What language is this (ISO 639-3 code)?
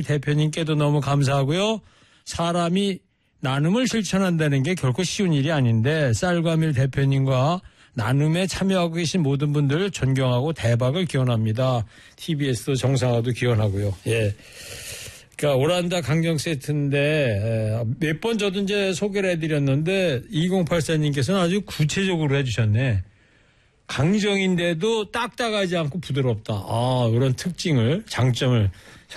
kor